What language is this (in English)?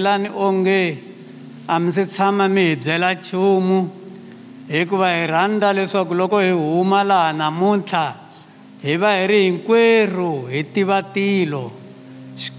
Tsonga